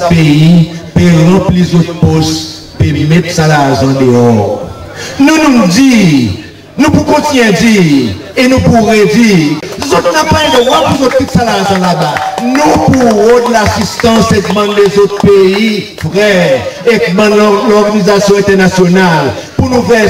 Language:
Seselwa Creole French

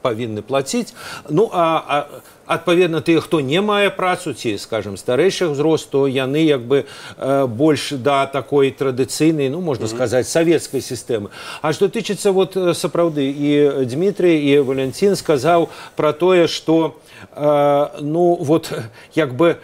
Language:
Belarusian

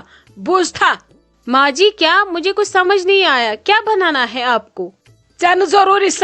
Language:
Kashmiri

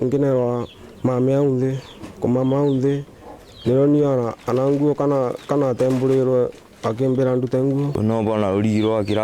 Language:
Meru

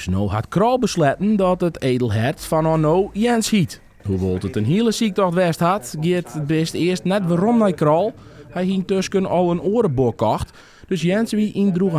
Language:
Western Frisian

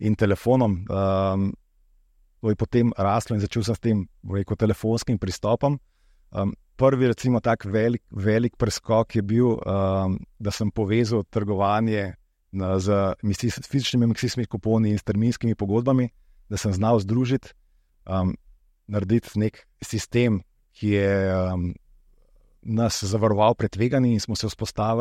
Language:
Slovenian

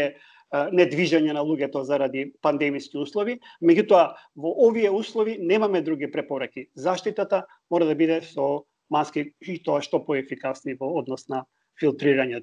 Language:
Macedonian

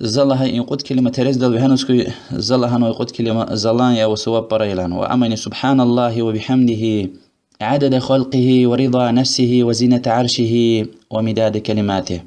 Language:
Lezghian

